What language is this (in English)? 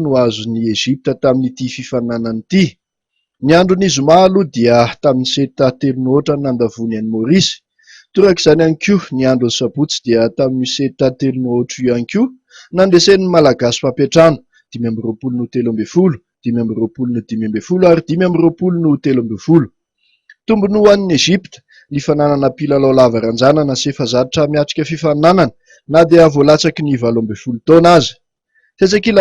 Malagasy